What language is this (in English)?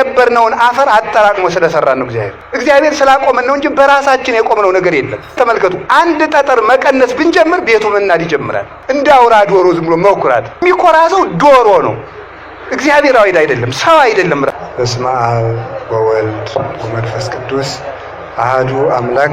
Amharic